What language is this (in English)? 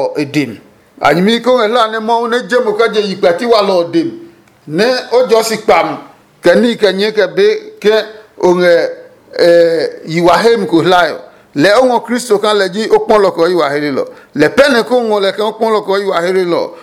Adangme